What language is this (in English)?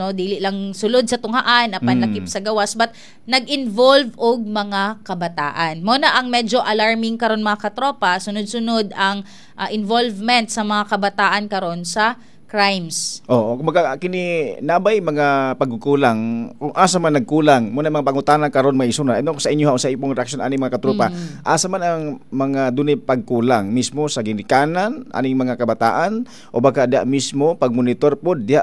Cebuano